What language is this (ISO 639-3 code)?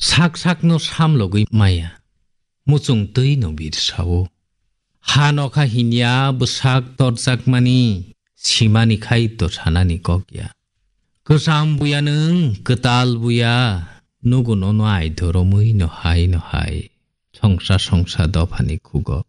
trp